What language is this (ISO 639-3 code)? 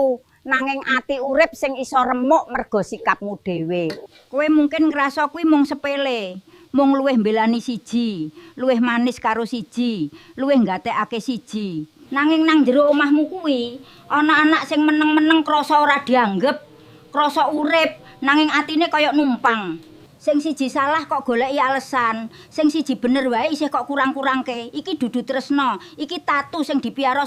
jav